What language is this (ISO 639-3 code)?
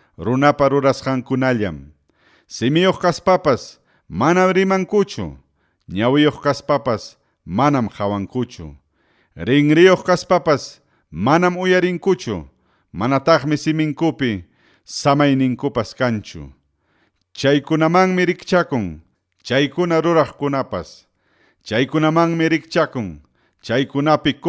quy